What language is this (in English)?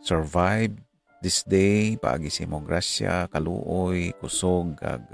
Hiligaynon